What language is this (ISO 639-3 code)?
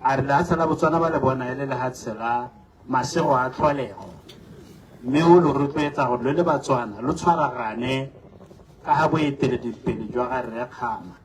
tsn